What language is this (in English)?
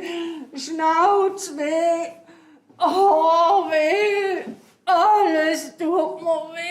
Swiss German